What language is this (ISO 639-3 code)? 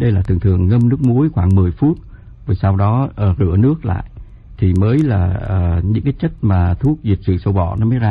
vie